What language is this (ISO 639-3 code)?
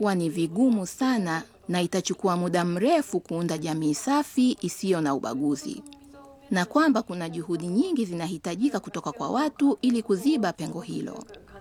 swa